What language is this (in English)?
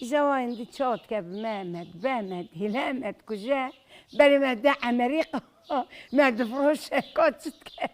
Kurdish